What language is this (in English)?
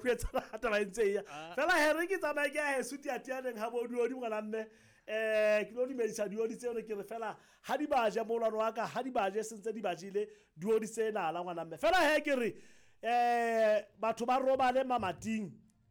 Southern Sotho